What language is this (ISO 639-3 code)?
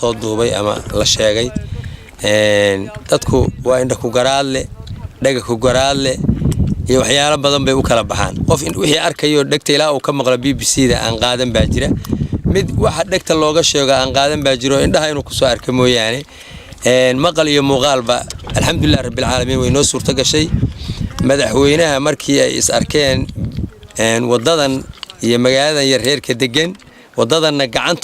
som